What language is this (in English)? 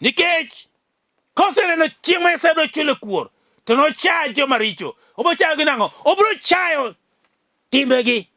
Luo (Kenya and Tanzania)